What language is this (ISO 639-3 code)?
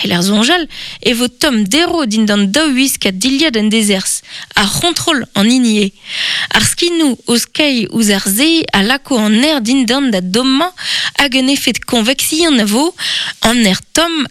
bre